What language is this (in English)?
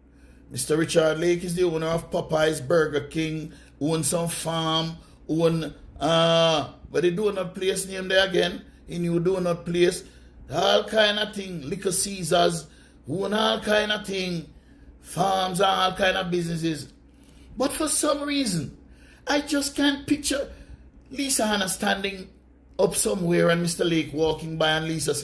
Jamaican Creole English